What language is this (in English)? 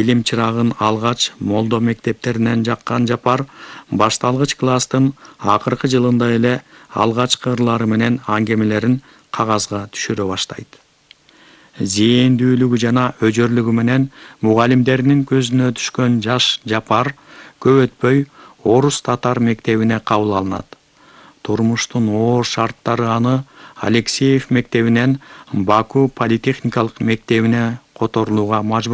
Kyrgyz